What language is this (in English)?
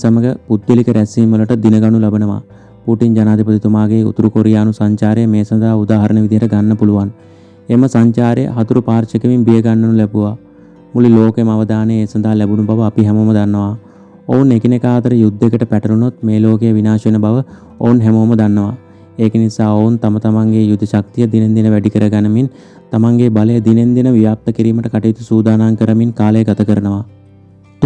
Sinhala